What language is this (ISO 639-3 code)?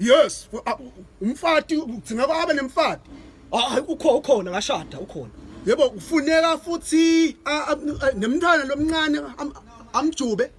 zul